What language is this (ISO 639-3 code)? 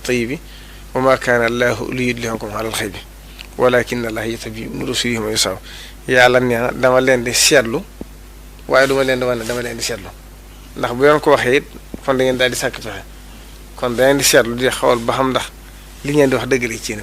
wol